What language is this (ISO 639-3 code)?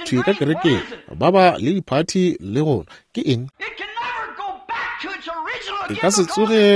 nso